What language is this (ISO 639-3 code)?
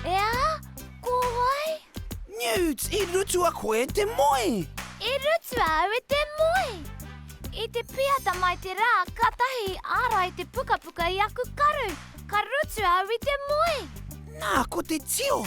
mri